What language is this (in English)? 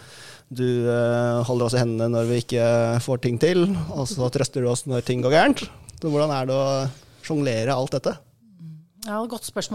Norwegian